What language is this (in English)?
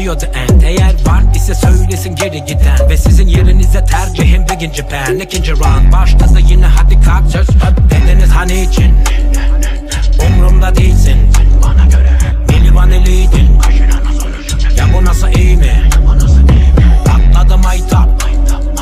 Turkish